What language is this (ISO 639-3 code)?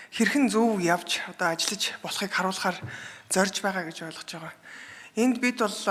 mon